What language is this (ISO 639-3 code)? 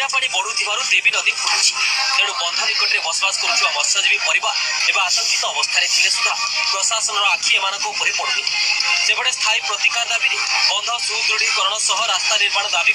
ori